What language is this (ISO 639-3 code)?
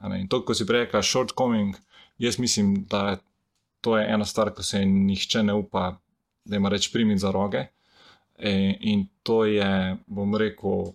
slv